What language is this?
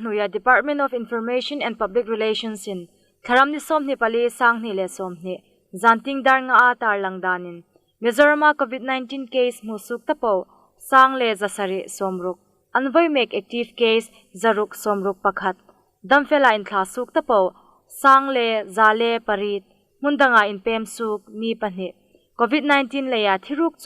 Hmar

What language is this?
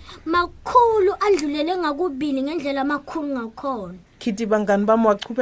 Swati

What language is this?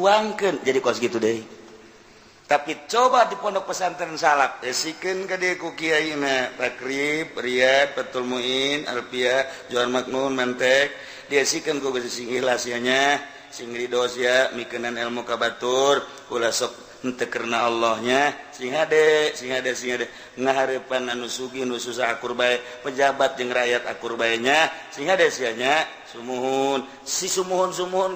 Sundanese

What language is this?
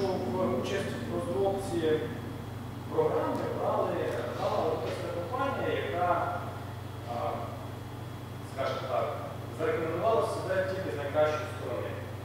Ukrainian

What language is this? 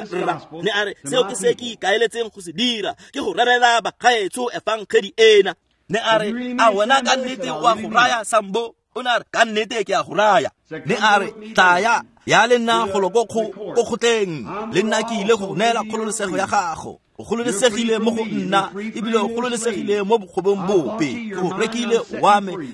Tswana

